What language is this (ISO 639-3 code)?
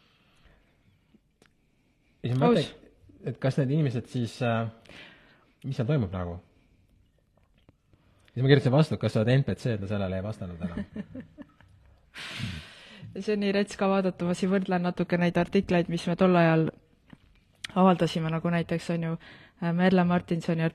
est